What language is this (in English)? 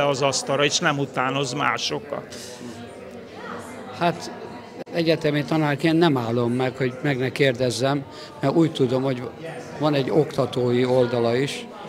Hungarian